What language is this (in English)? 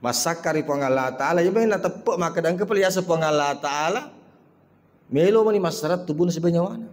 Buginese